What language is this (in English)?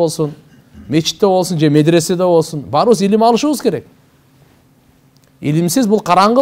Kyrgyz